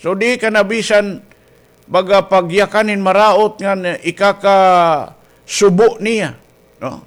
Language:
Waray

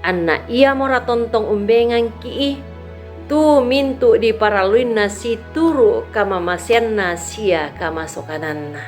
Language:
Toraja-Sa'dan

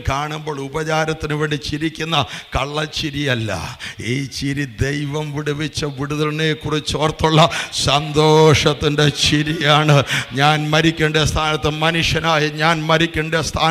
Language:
Malayalam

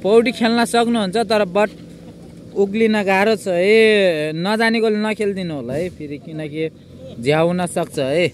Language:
Nepali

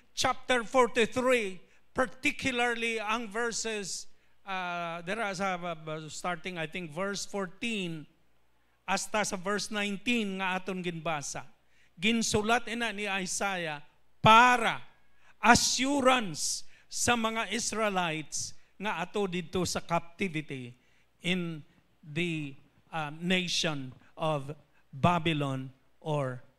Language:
Hiligaynon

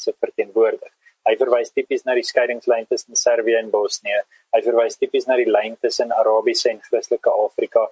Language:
Afrikaans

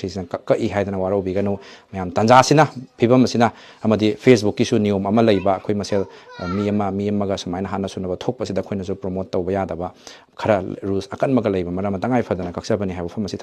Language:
Manipuri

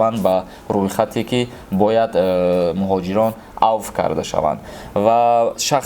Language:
Tajik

